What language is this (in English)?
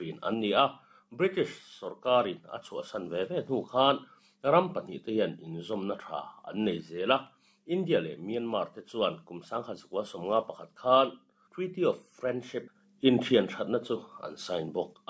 Mizo